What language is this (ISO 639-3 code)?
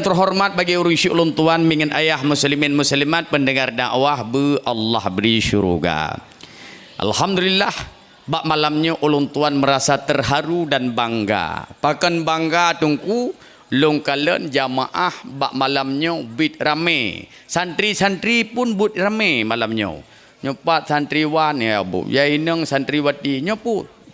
ace